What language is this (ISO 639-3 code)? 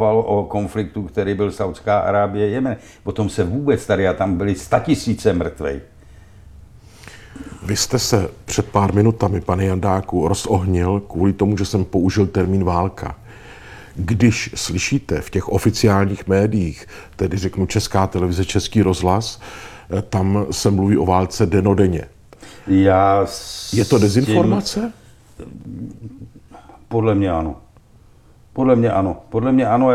ces